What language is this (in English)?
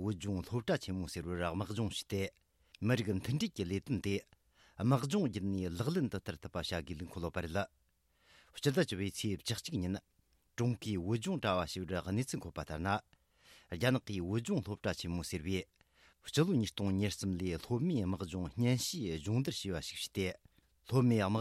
Tibetan